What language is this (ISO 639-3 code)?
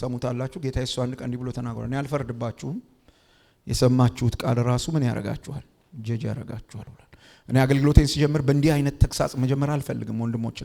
amh